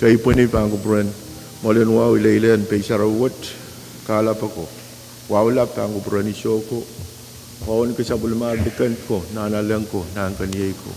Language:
Pohnpeian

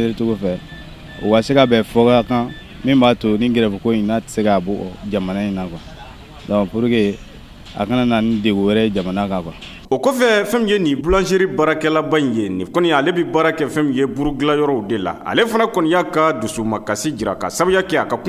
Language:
Bambara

